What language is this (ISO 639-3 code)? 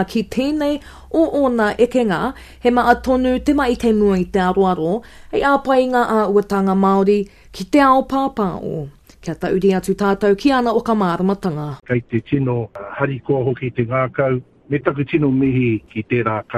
mri